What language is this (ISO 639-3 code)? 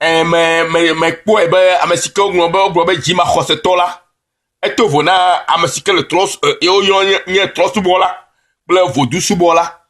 ewe